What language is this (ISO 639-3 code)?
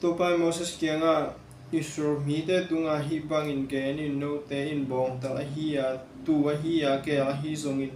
ctd